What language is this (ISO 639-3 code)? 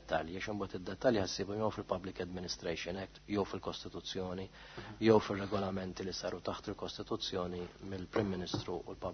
mlt